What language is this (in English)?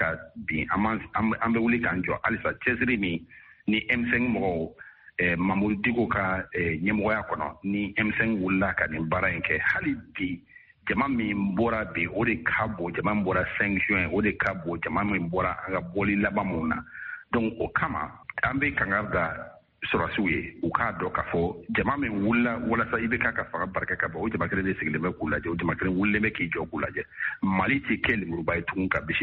Bambara